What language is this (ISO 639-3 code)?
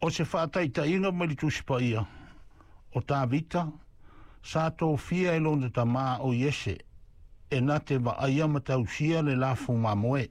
smo